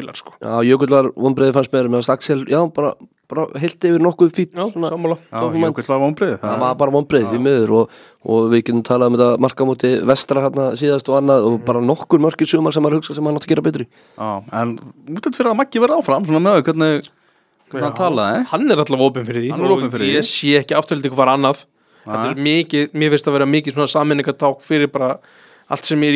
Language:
Icelandic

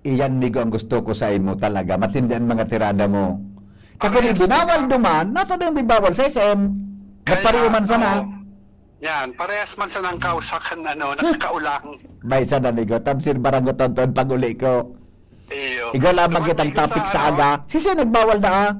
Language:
Bikol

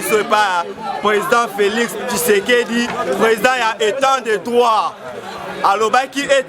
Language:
Lingala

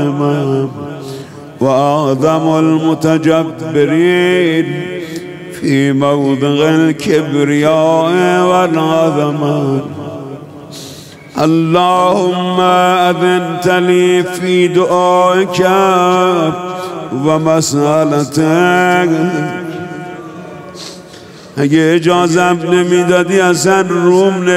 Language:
Persian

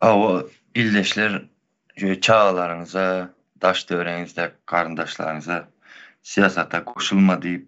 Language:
Turkmen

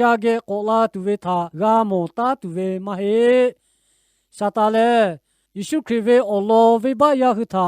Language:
Lahu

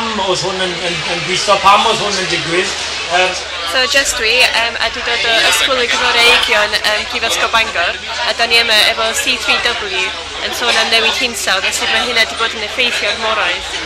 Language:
Welsh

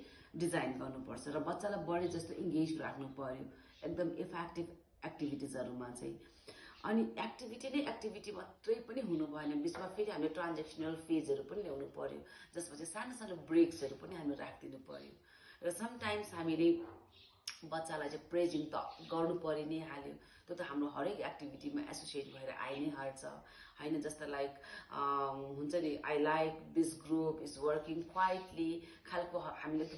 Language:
Nepali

